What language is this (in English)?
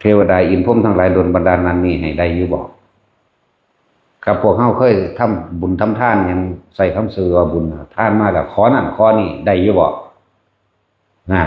Lao